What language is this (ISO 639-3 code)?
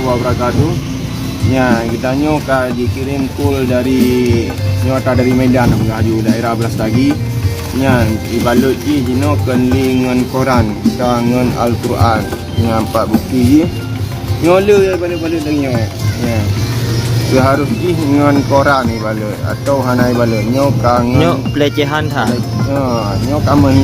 ace